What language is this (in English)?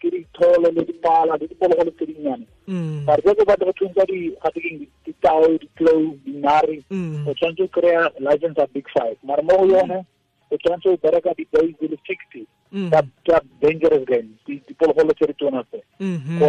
Tswana